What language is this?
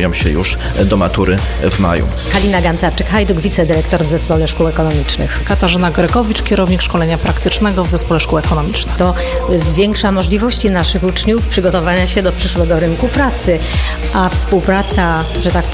Polish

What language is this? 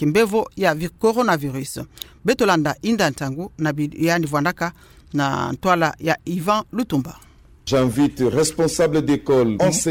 Kituba (Democratic Republic of Congo)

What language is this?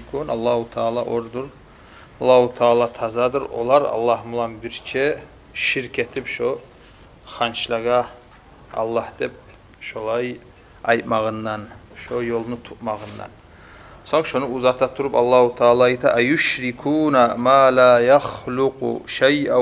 Kumyk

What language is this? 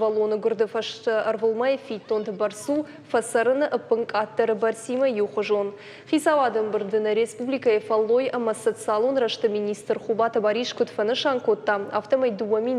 Ossetic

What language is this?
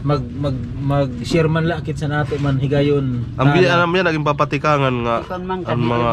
Waray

